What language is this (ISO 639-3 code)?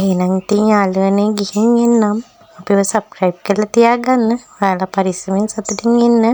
sin